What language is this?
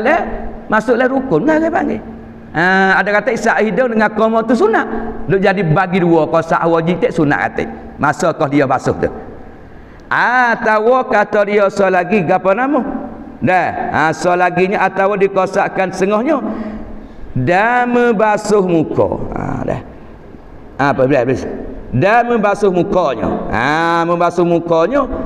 Malay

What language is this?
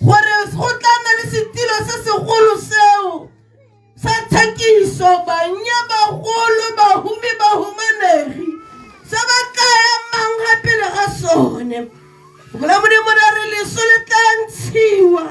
Tswana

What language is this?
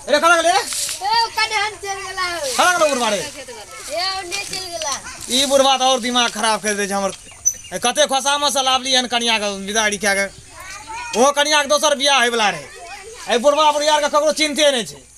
Maithili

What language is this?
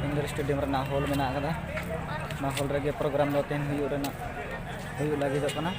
Santali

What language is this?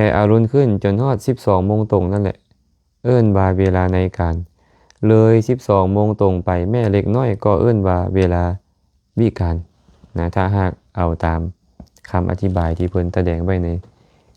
Lao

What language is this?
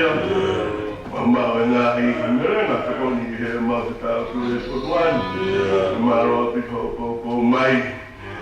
Tongan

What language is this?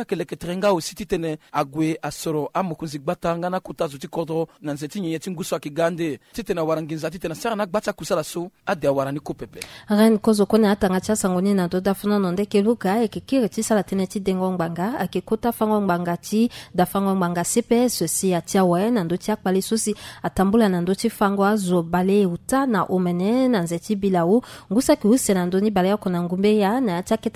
Sango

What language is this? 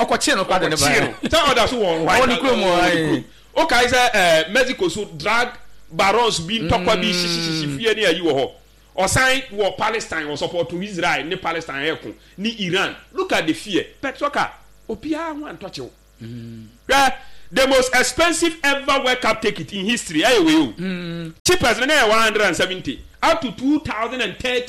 Akan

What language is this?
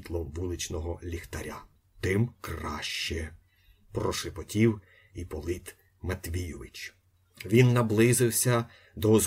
Ukrainian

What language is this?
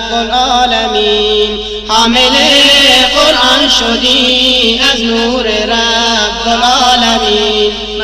Persian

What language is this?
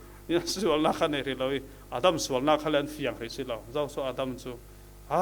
Falam Chin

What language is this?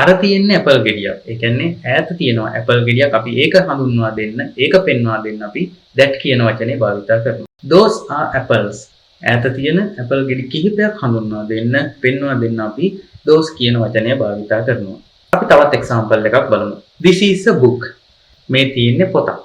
Sinhala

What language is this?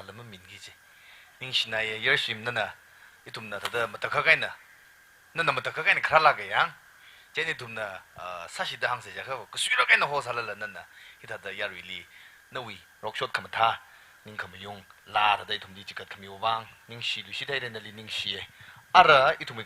Tangkhul Naga (India)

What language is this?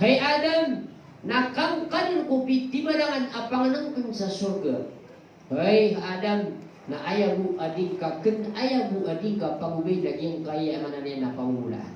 Maranao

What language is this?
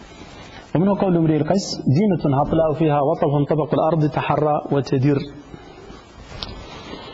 Arabic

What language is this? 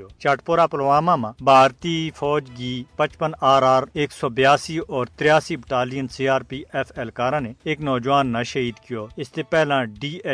Gujari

